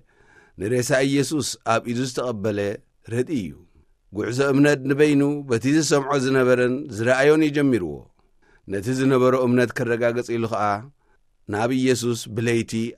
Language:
Tigrinya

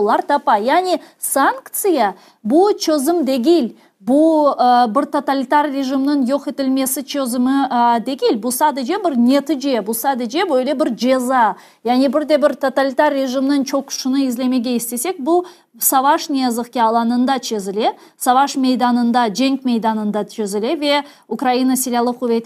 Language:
Crimean Tatar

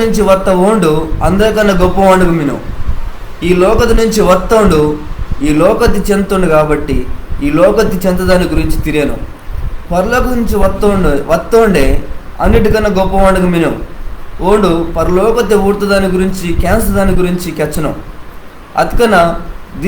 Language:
Koya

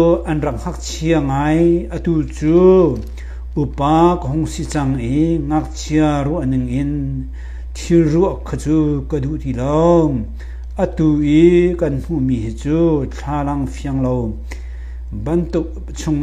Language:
Hakha Chin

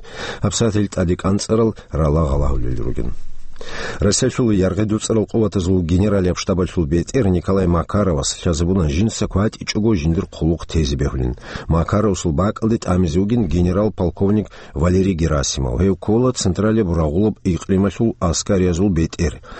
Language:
Avaric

